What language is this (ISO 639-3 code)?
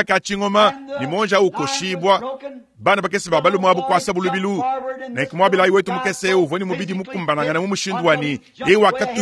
lua